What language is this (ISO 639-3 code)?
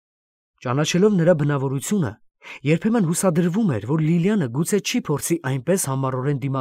hye